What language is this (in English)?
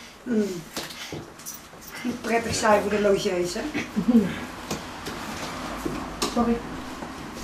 Dutch